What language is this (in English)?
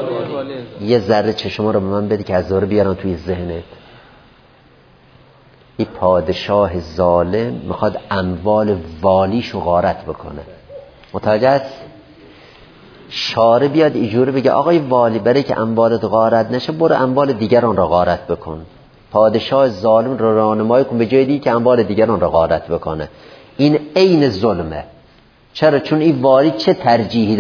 Persian